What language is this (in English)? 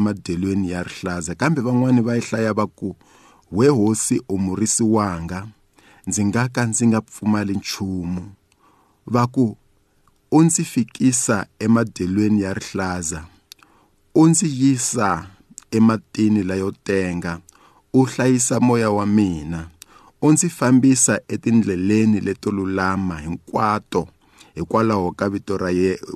Tsonga